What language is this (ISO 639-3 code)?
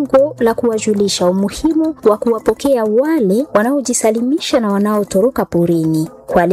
swa